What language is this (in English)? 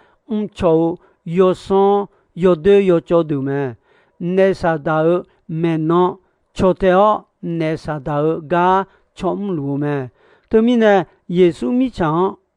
Akha